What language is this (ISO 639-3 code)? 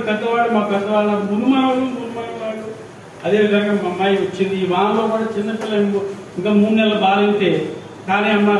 tel